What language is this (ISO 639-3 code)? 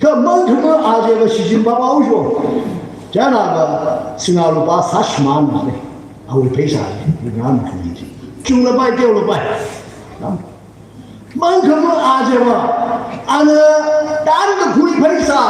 nmf